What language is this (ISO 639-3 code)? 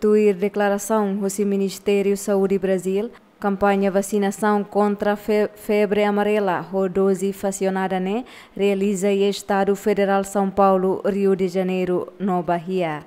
tet